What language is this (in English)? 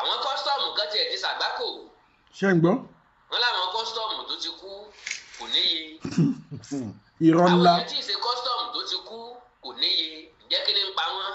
Yoruba